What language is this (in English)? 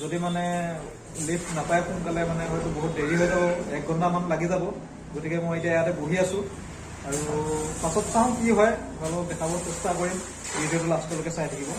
Assamese